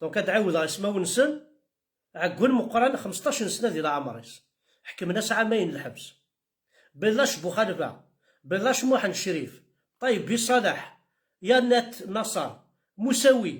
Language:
Kabyle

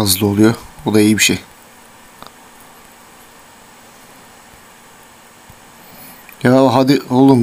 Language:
Turkish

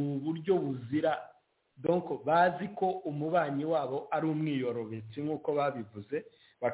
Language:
Kinyarwanda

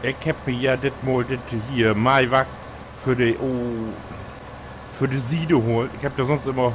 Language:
Low German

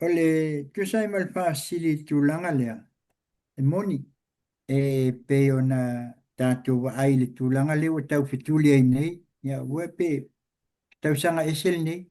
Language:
Samoan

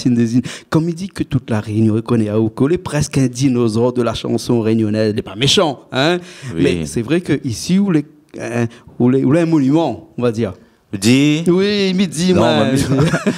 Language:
Réunion Creole French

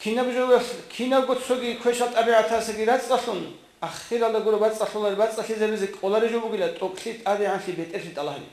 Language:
Avaric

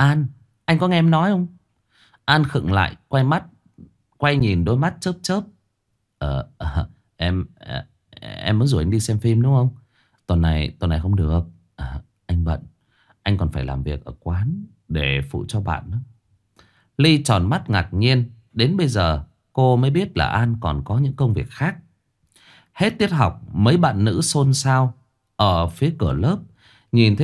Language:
Vietnamese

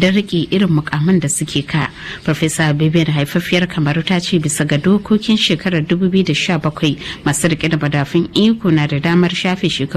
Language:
Hausa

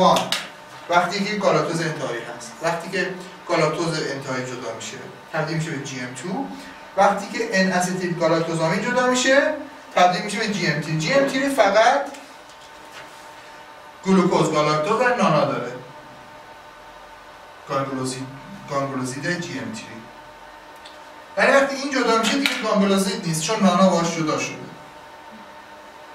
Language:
Persian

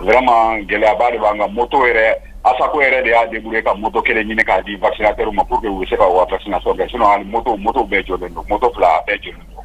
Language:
Bambara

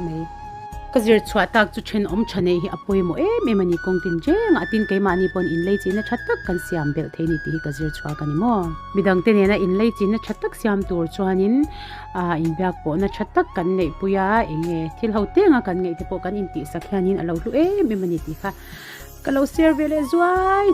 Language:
Mizo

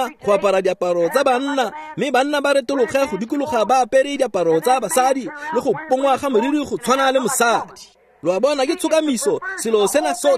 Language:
Tswana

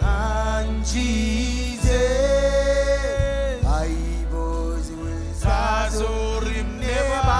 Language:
Marshallese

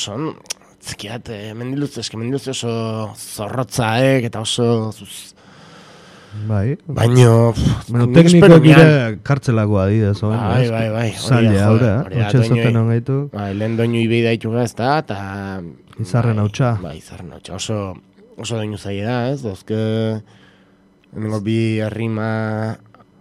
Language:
Basque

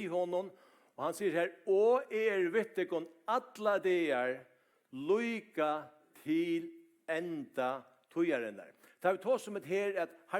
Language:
Faroese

